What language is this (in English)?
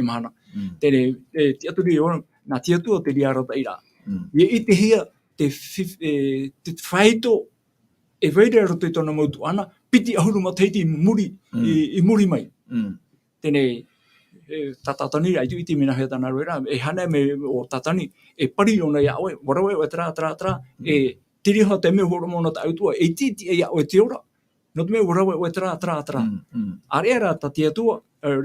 Tahitian